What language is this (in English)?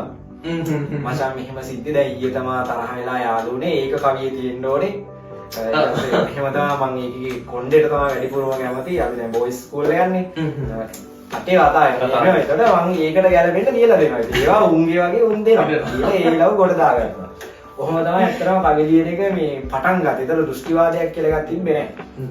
Sinhala